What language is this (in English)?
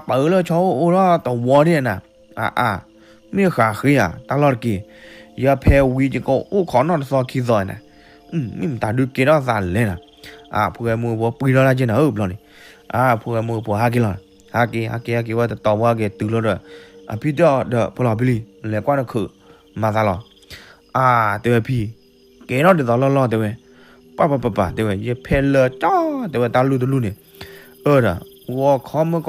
S'gaw Karen